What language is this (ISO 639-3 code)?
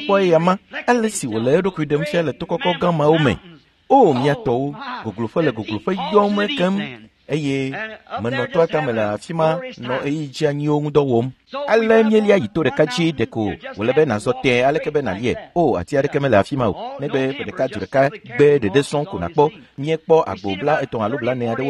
ewe